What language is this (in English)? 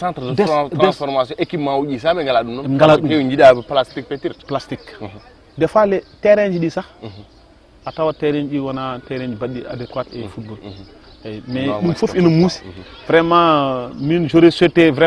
Fula